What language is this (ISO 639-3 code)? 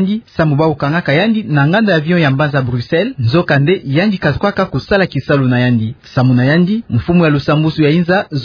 ktu